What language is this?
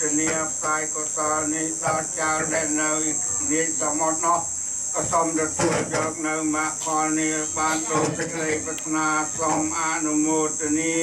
Khmer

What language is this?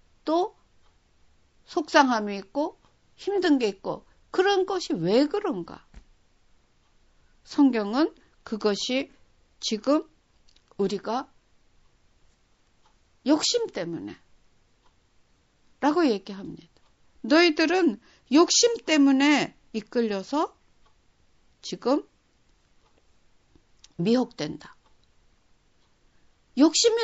Korean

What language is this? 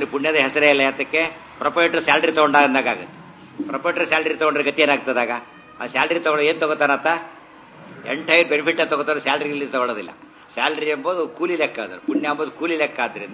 Kannada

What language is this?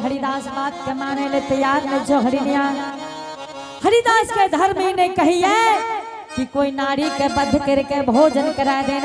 Angika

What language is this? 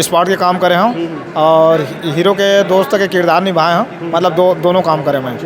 Chhattisgarhi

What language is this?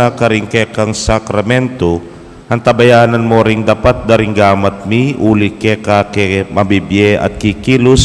Pampanga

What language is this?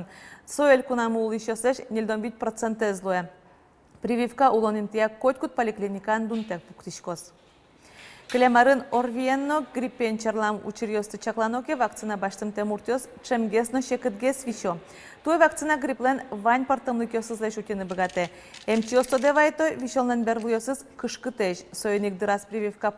Udmurt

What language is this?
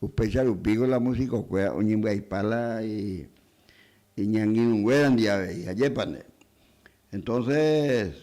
Guarani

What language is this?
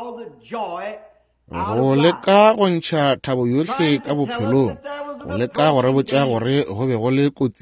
Northern Sotho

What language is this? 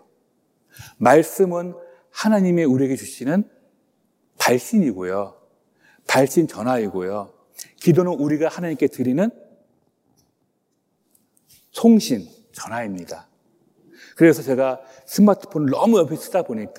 Korean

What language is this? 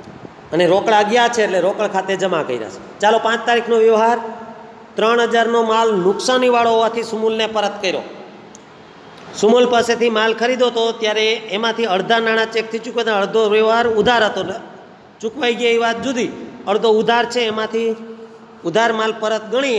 Gujarati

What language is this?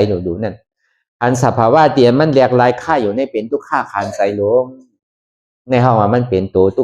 Shan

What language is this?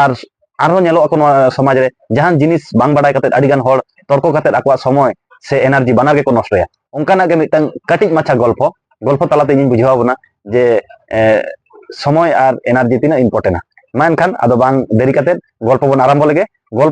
Santali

